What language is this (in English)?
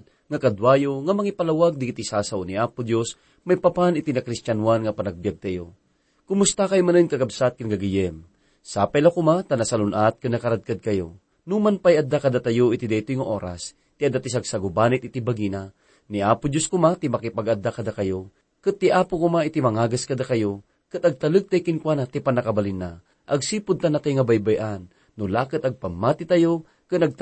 Iloko